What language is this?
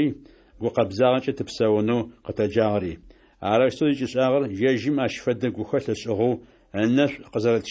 Adyghe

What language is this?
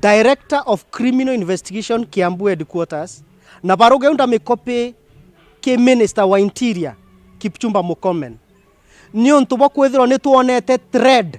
Meru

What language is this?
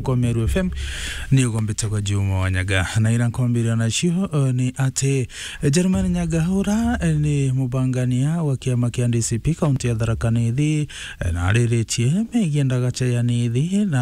Meru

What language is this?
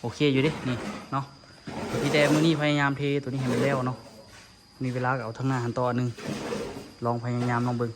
Lao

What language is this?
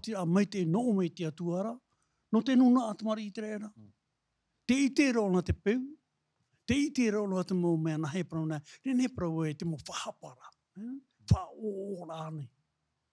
Tahitian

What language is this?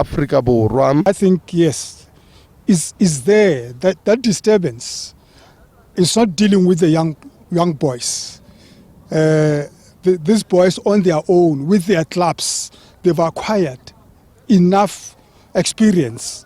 Northern Sotho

